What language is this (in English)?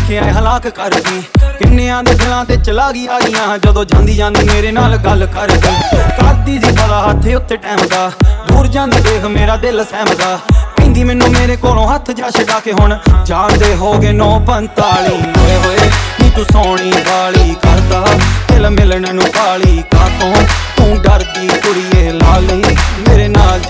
Punjabi